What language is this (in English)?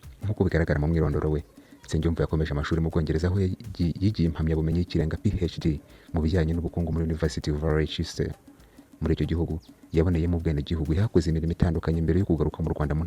Kinyarwanda